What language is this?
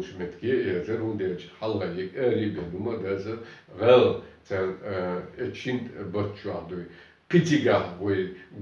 Chechen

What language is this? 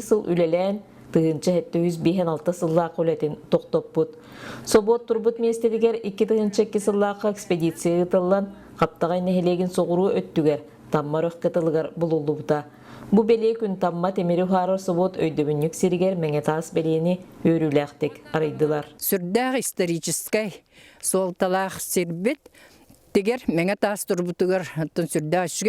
Yakut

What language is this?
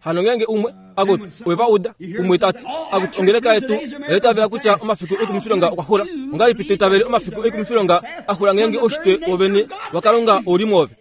Kuanyama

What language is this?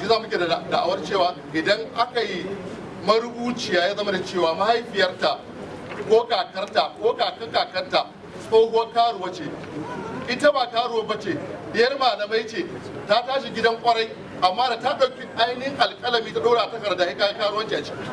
Hausa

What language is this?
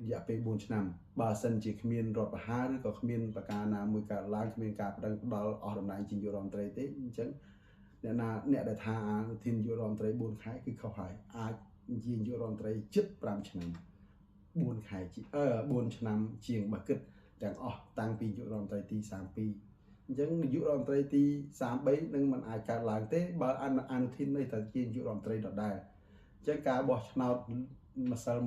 Khmer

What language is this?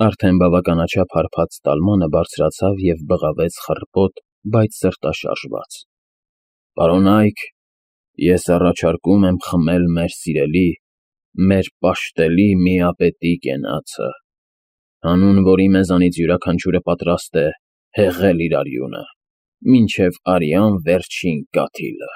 Armenian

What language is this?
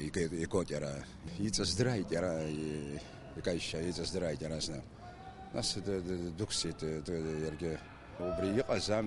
Abkhazian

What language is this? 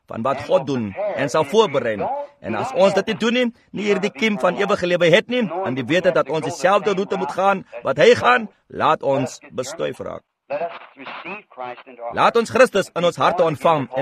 Afrikaans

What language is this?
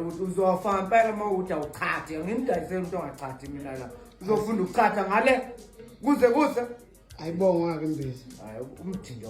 Zulu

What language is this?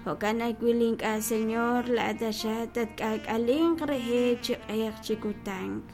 Kekchí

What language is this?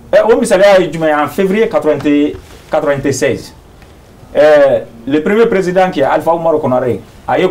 Bambara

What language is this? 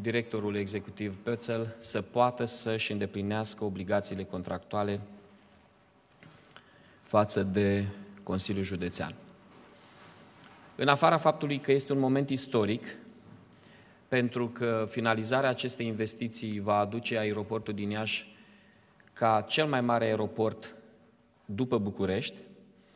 Romanian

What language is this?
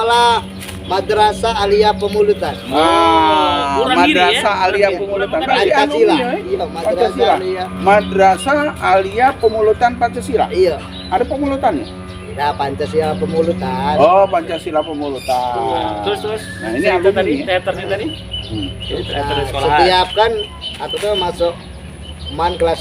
Musi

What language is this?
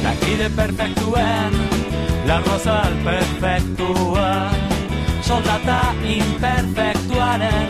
Basque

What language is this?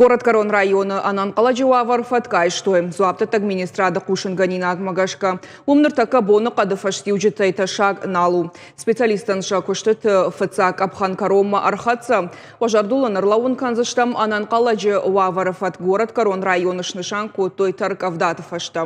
Ossetic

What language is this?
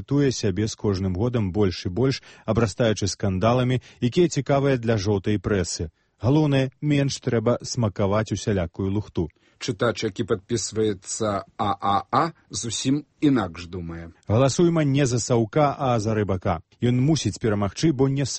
Belarusian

